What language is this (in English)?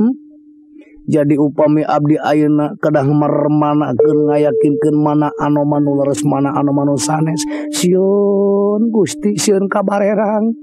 Sundanese